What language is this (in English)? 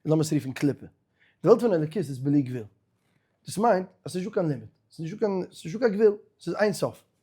Yiddish